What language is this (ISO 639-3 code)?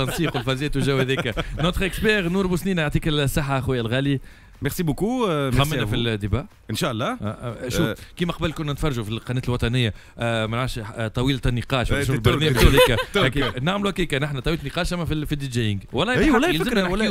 aeb